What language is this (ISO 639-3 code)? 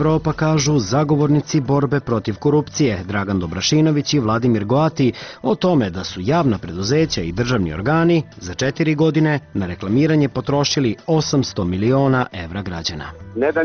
srp